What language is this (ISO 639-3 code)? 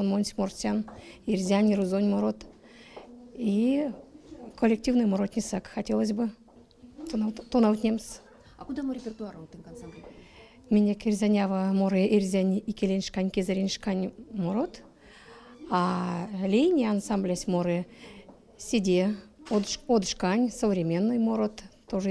myv